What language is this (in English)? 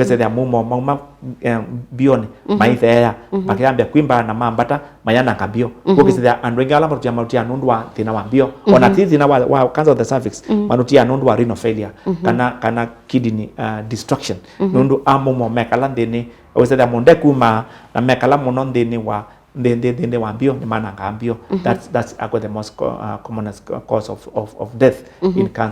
Kamba